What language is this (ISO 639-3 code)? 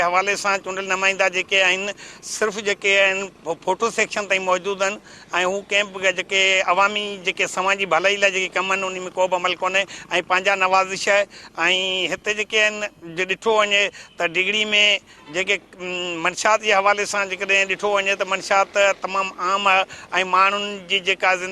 snd